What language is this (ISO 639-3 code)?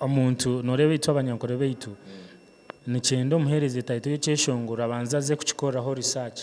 nyn